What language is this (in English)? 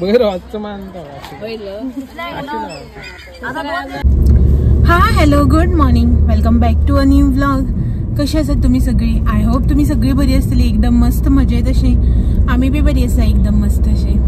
Konkani